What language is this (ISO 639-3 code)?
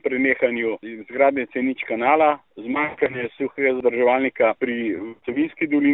slv